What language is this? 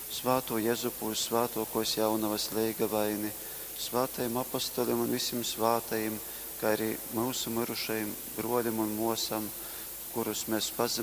Latgalian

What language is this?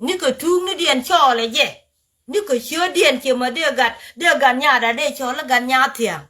Nuer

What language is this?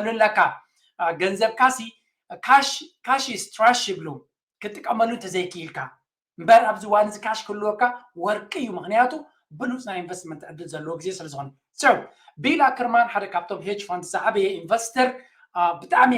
Tigrinya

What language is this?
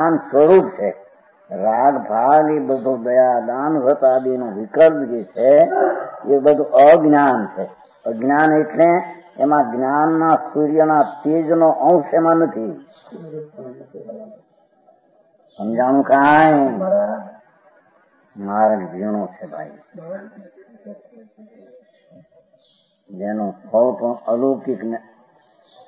Gujarati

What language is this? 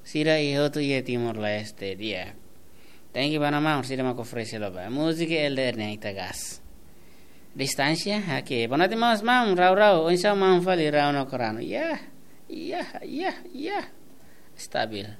Tetum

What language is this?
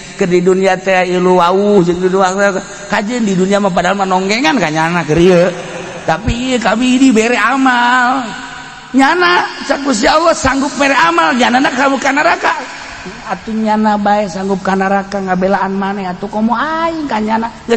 Sundanese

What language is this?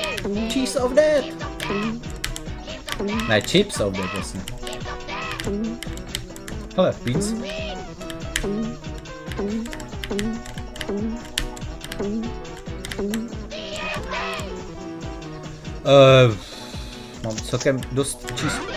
Czech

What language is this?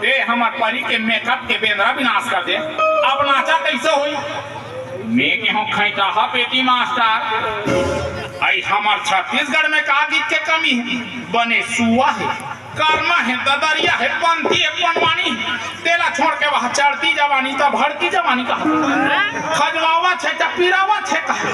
Chhattisgarhi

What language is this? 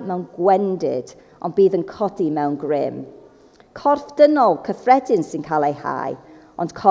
Welsh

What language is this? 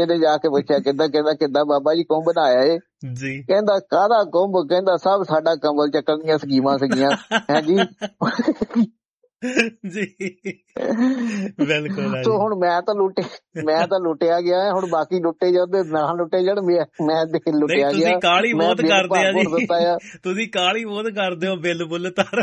Punjabi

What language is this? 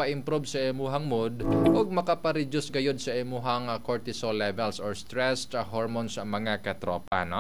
Cebuano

